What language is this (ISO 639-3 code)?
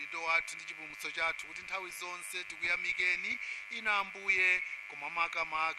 nya